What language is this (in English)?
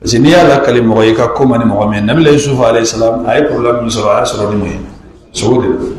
Bambara